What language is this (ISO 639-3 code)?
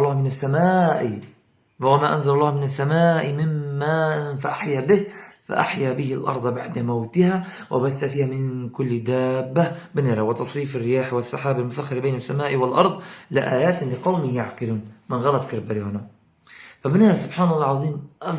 kur